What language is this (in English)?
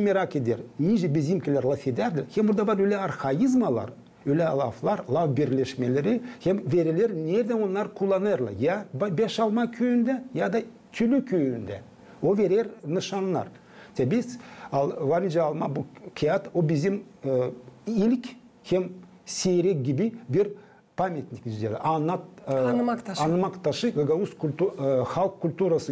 Gagauz